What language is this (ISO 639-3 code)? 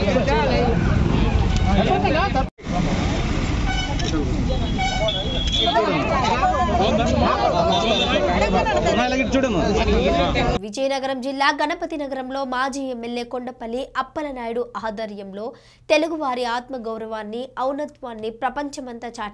tel